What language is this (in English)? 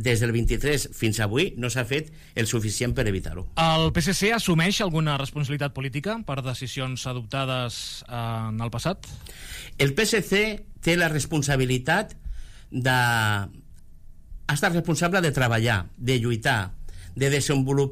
Catalan